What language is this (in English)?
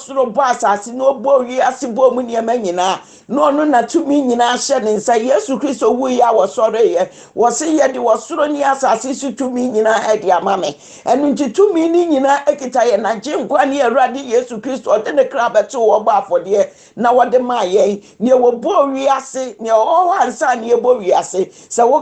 Akan